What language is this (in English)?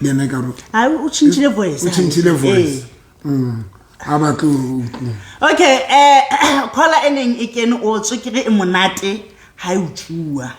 Southern Sotho